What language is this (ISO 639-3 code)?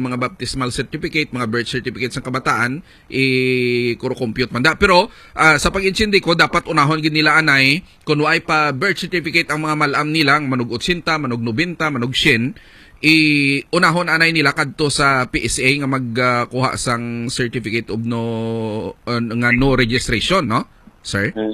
hil